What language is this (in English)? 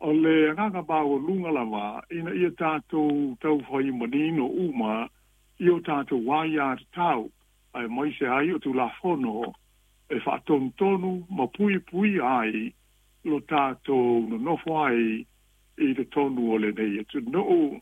Samoan